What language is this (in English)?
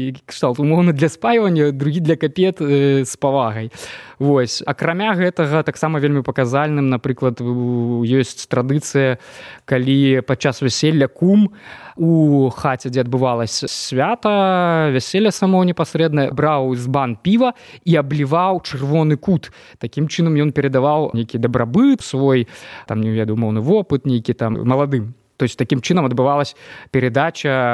Belarusian